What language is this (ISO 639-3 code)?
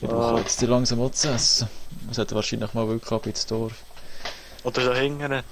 gsw